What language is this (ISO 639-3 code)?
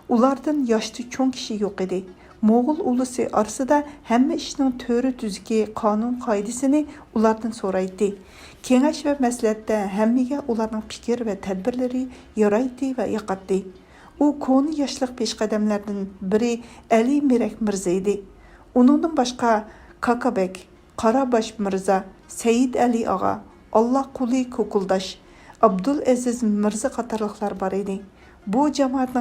uig